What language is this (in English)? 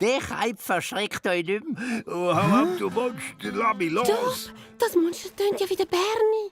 Swiss German